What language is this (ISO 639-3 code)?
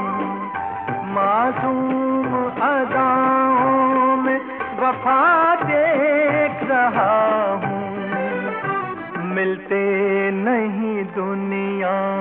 hin